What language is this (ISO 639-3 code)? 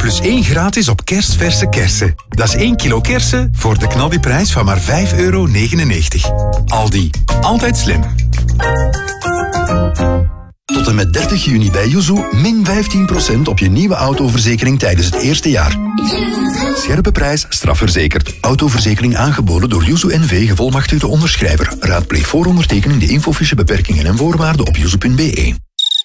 nld